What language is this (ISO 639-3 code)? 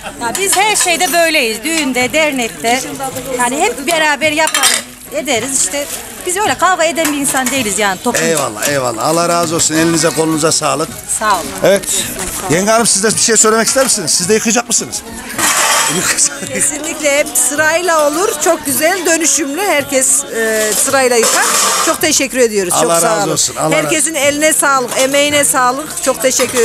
tur